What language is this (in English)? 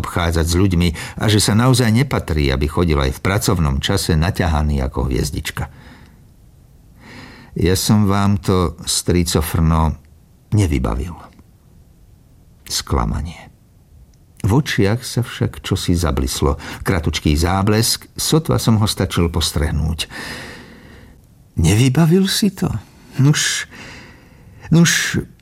Slovak